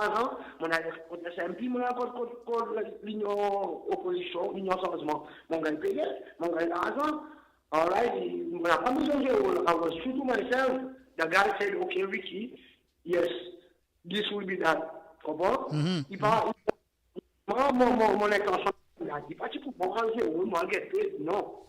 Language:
Seselwa Creole French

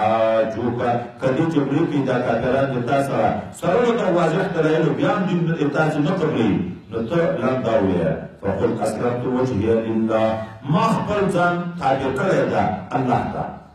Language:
Pashto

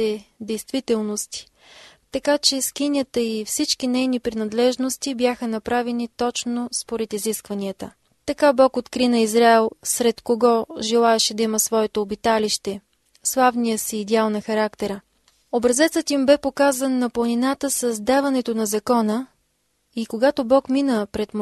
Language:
Bulgarian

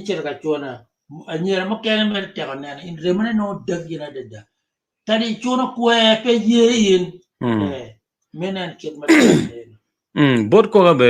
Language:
Acoli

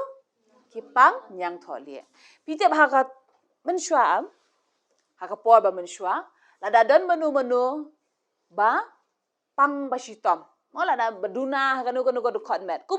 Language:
Khasi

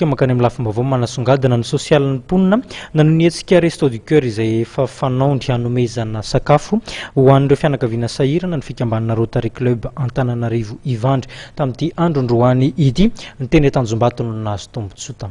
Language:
Malagasy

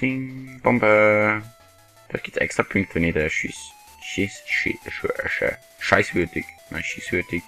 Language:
Swiss German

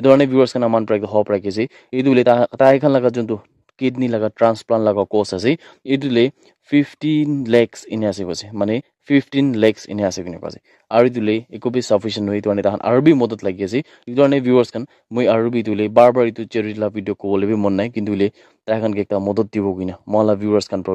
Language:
Naga Pidgin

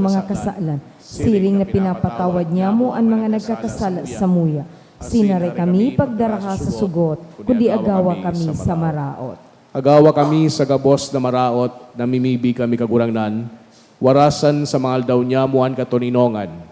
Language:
Bikol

